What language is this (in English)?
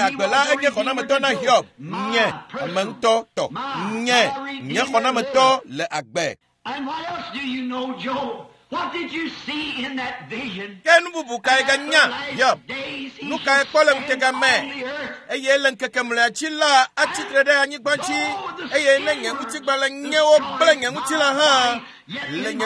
Ewe